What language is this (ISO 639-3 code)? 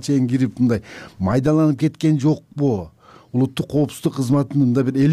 kir